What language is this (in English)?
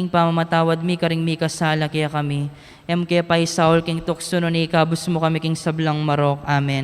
Pampanga